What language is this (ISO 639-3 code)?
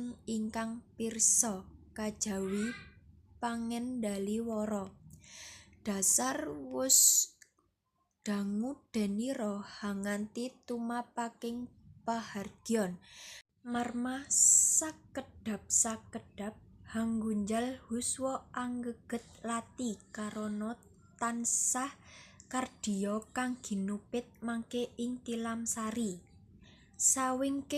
jav